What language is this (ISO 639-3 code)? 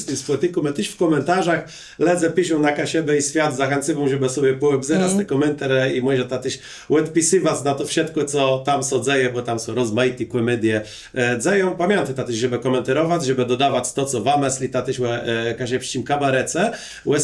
csb